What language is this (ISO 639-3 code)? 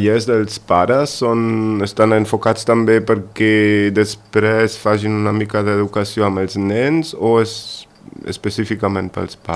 cat